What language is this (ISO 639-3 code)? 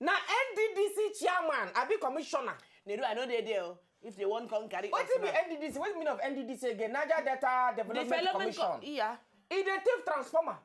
pcm